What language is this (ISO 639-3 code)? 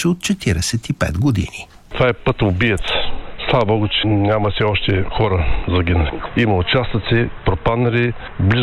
bul